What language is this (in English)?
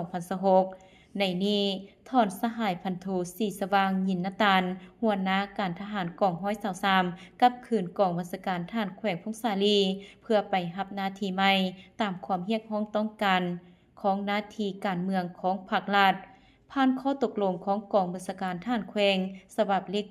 Lao